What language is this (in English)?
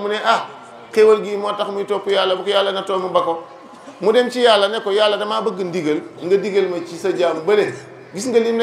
Wolof